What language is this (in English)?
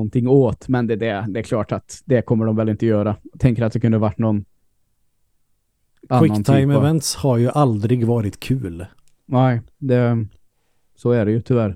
Swedish